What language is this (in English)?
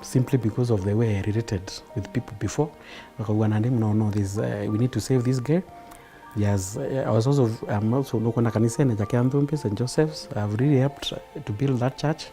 Meru